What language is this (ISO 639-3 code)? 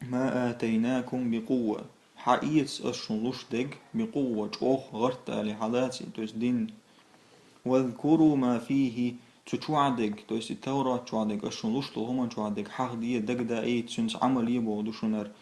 che